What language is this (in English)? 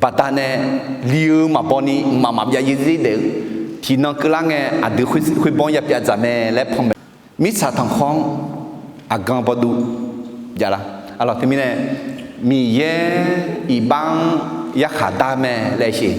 Akha